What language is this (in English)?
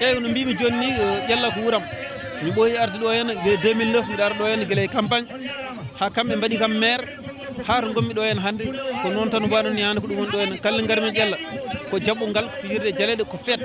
Fula